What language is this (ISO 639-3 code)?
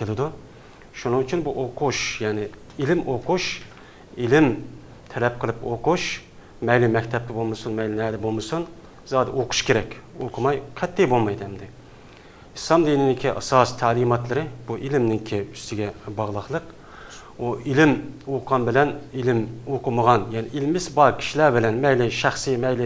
uig